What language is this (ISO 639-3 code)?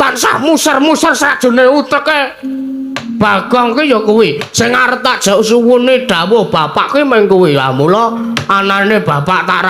jav